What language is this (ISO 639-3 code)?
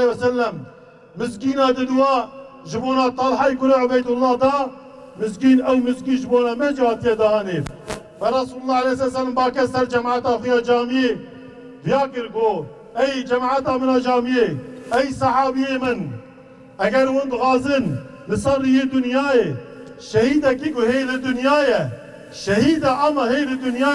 kur